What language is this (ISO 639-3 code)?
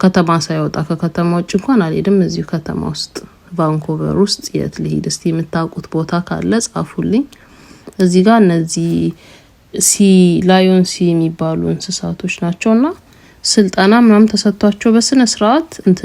amh